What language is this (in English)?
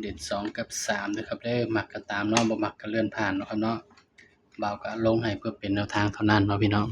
Northeastern Thai